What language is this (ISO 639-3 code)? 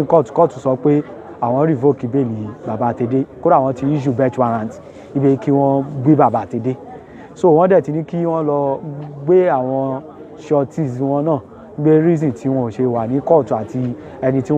yor